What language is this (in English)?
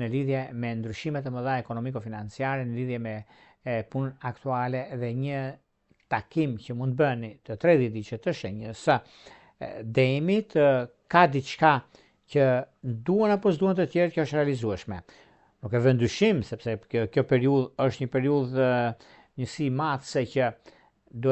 Albanian